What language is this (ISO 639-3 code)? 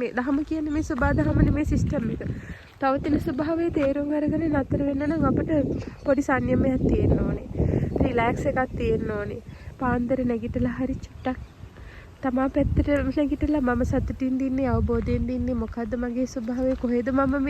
sin